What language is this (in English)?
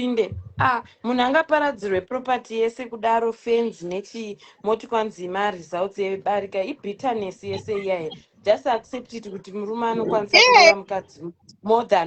Shona